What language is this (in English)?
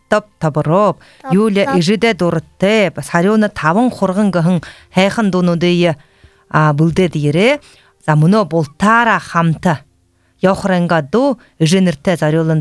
Buriat